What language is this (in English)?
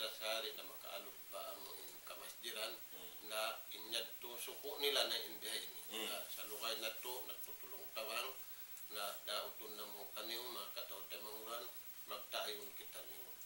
Tausug